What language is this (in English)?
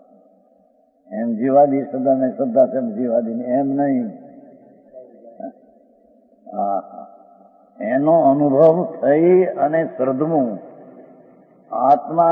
Gujarati